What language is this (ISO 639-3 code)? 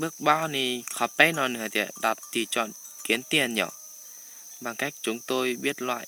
hmn